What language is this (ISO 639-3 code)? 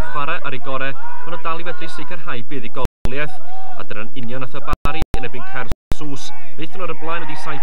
cym